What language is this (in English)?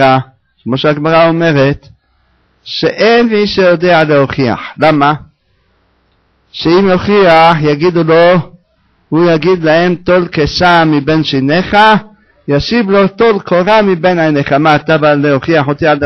Hebrew